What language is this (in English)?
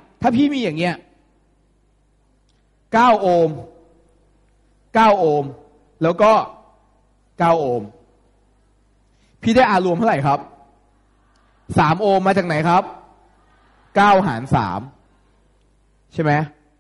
Thai